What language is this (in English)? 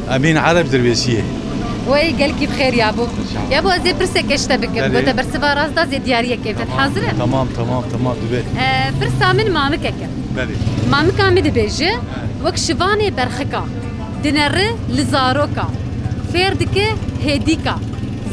Kurdish